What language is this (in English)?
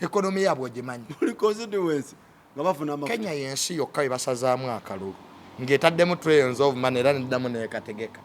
Ganda